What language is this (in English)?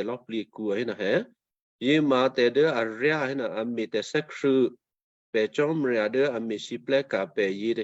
Western Kayah